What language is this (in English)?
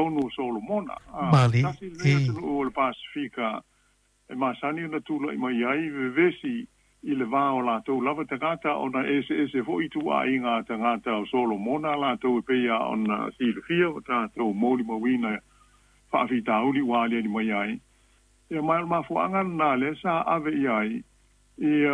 Samoan